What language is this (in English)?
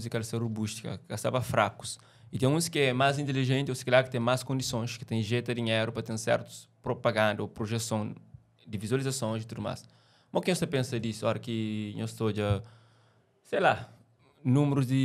Kabuverdianu